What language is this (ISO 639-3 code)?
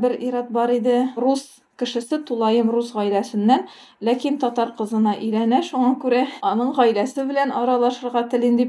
tat